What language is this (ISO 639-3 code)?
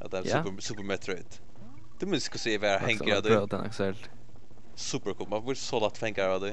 fao